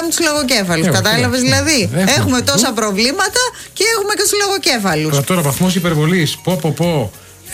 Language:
Greek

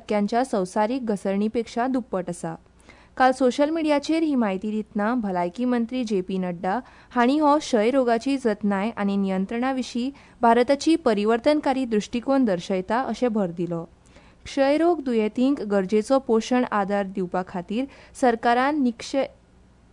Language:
Konkani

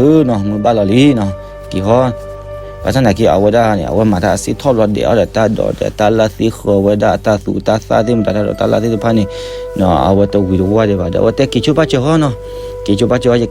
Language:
S'gaw Karen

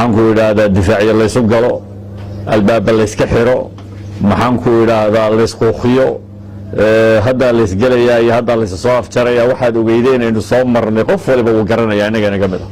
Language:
Somali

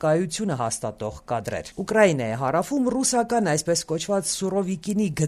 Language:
Armenian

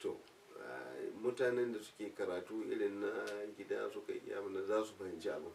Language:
Hausa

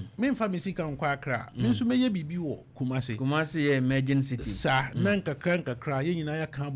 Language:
Akan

